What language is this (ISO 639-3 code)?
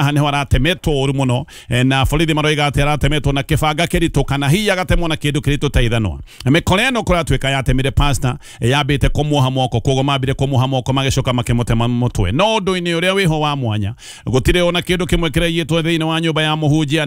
kik